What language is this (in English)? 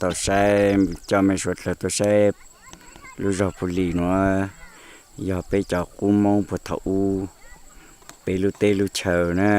Hmong